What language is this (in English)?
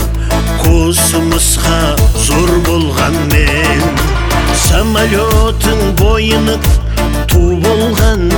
Kazakh